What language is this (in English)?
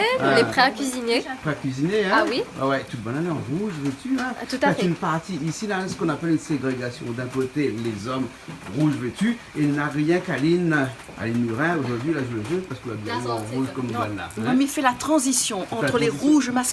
Réunion Creole French